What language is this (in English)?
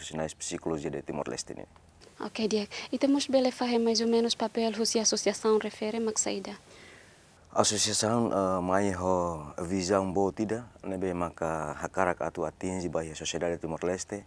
Tetum